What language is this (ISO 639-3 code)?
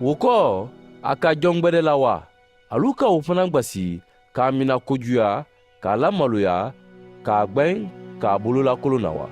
man